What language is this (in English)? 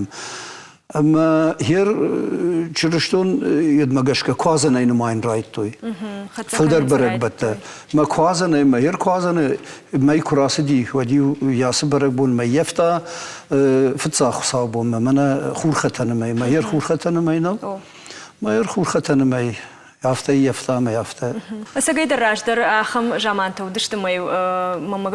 Ossetic